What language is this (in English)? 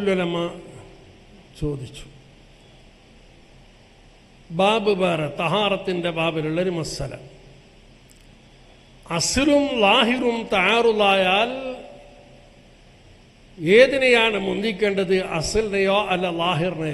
Malayalam